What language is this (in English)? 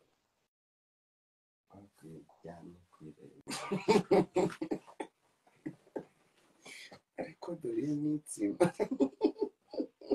Kinyarwanda